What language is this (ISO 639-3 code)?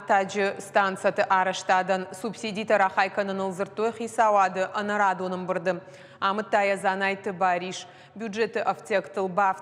oss